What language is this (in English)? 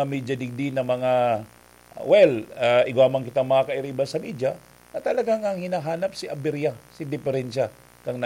Bikol